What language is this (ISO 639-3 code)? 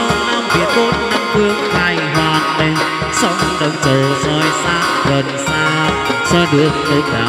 vie